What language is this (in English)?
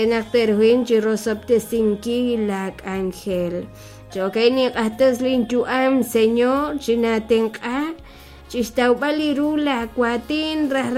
Kekchí